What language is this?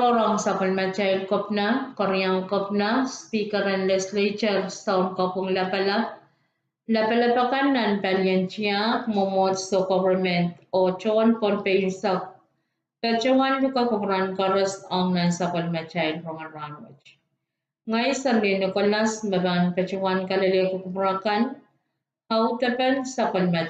Pohnpeian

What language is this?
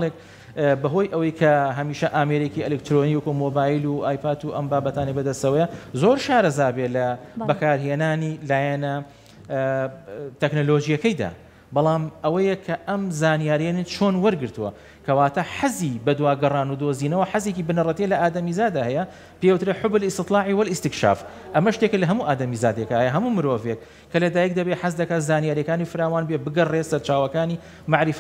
Central Kurdish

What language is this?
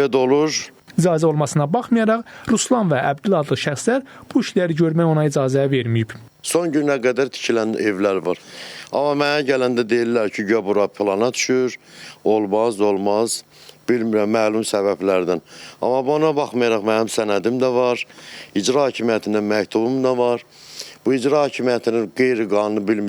Azerbaijani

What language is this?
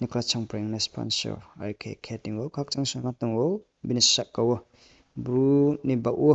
Riang (India)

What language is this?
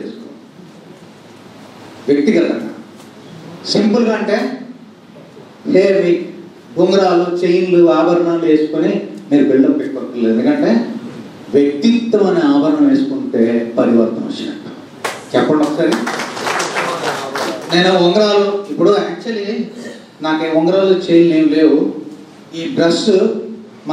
Telugu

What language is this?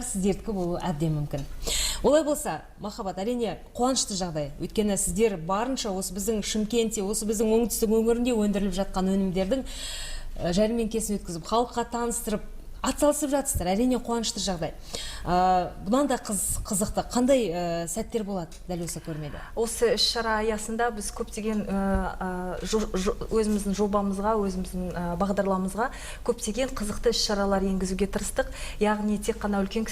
Kazakh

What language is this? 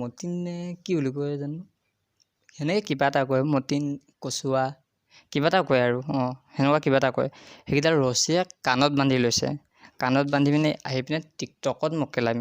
Assamese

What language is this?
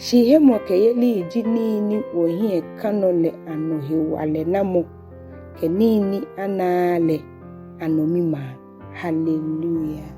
Ga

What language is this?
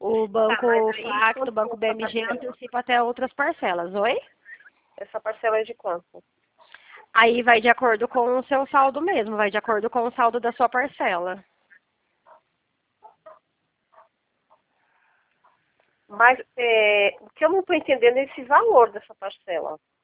Portuguese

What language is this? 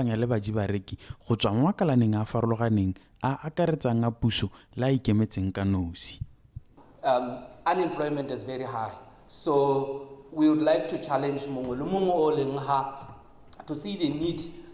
Tswana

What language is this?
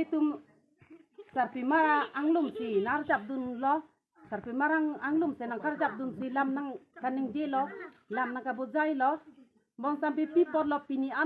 Karbi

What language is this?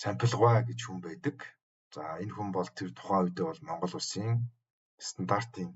Mongolian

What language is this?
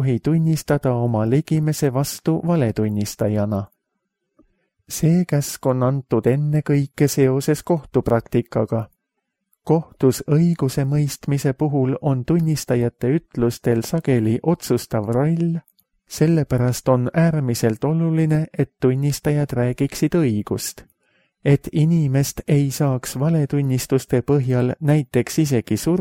Estonian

